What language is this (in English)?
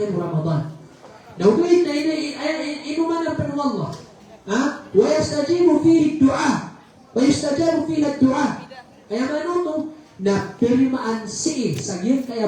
Maranao